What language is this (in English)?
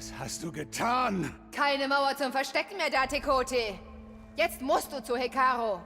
Bavarian